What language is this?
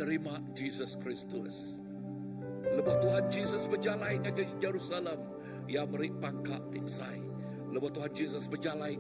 Iban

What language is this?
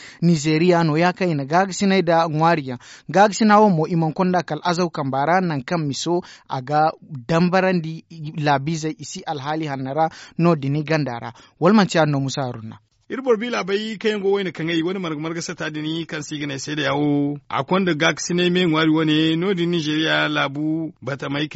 Zarma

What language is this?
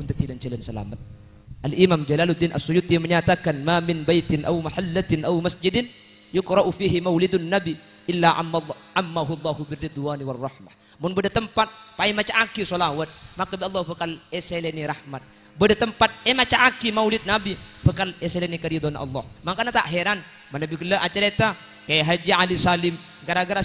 Madurese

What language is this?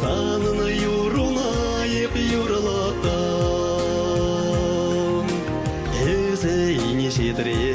Chuvash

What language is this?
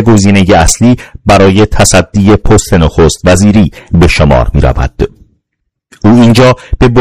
Persian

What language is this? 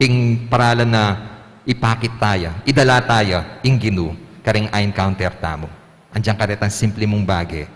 Pampanga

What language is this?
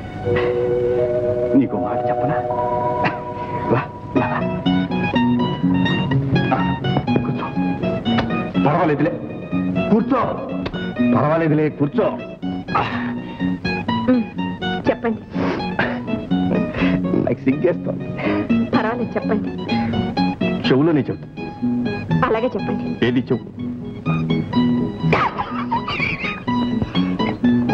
Telugu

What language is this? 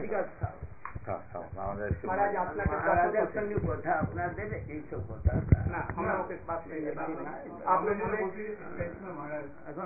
Bangla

